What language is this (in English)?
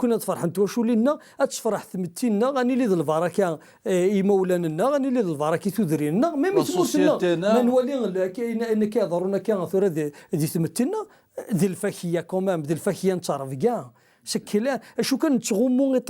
Kabyle